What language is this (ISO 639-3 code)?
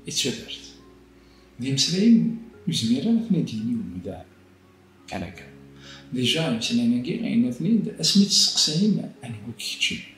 kab